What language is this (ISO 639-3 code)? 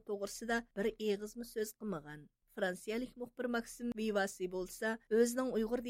uig